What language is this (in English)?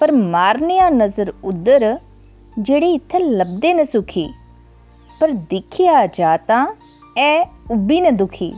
Dogri